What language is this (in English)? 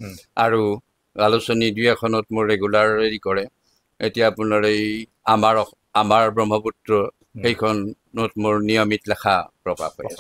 Assamese